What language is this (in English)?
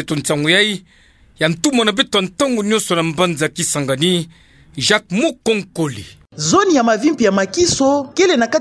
Kituba (Democratic Republic of Congo)